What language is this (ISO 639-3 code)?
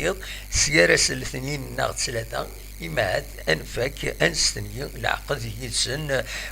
kab